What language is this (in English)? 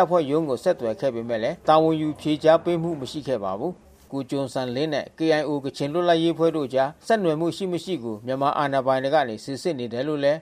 Burmese